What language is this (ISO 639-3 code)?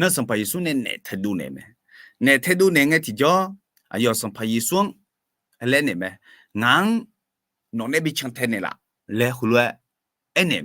ahk